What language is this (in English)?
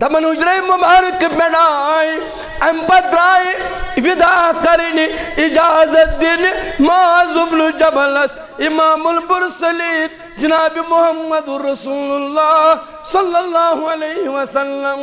Kashmiri